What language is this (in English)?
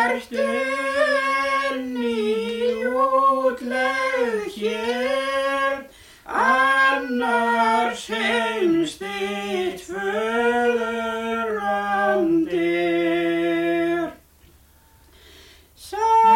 Icelandic